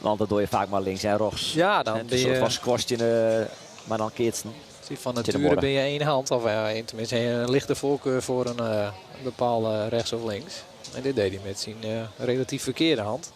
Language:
Western Frisian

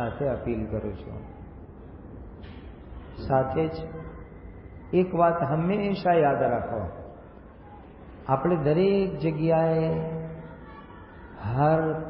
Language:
Gujarati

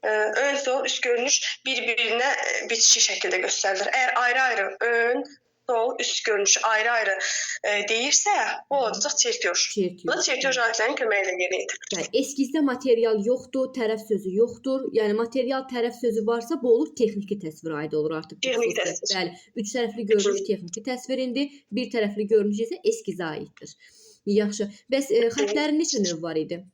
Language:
Azerbaijani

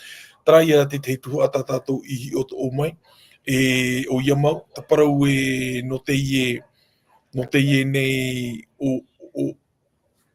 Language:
Tahitian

